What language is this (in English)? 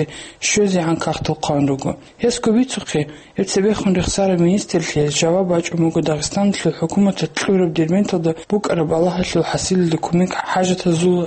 Avaric